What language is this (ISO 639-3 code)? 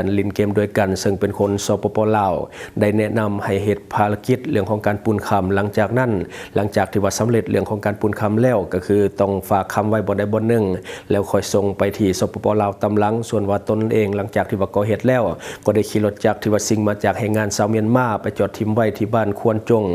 lao